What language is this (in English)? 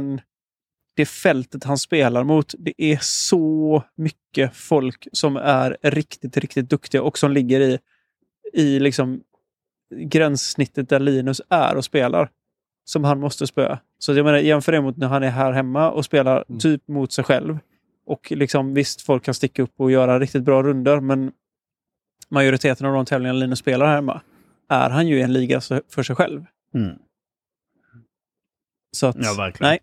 Swedish